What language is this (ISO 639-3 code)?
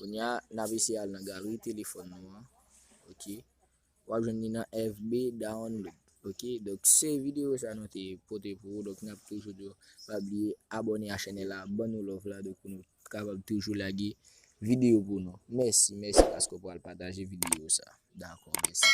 hat